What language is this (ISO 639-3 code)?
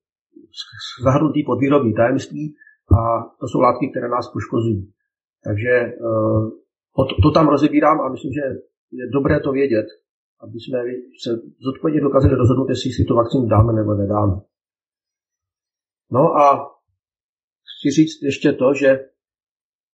ces